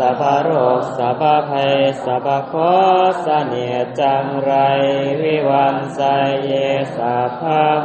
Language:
Pali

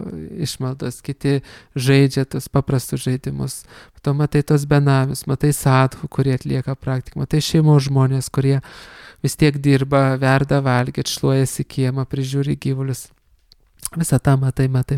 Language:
Lithuanian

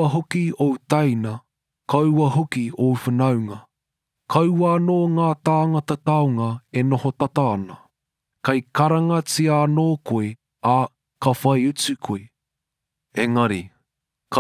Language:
Māori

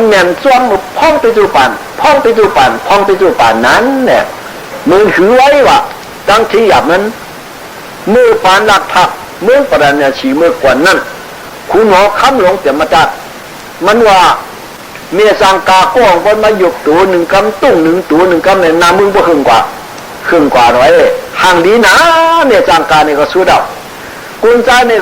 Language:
Shan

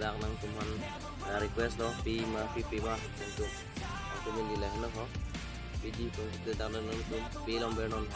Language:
Karbi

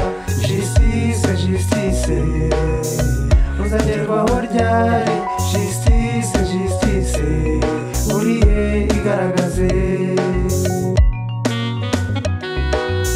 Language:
Kinyarwanda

